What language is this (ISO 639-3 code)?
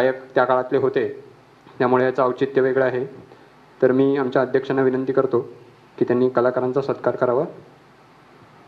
mar